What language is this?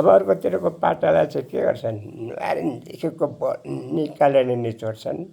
Nepali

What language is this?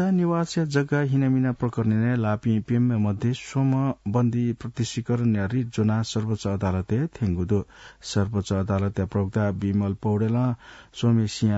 Newari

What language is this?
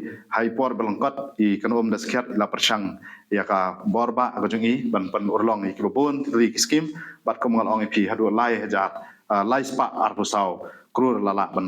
Khasi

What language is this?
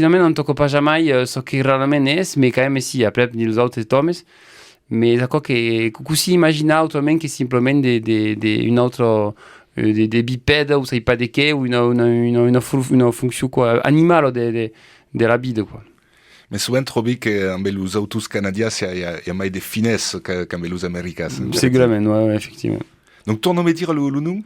Occitan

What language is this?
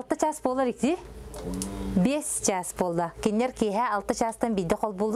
Yakut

